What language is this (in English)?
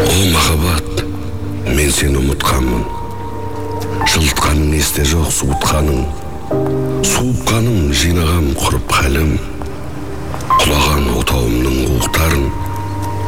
Kazakh